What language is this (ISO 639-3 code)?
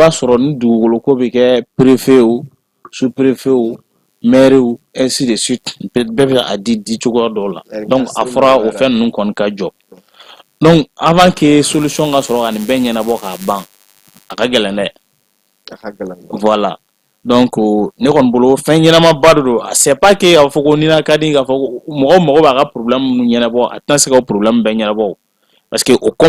bam